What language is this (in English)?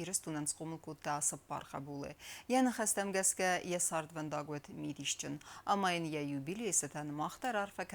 Ossetic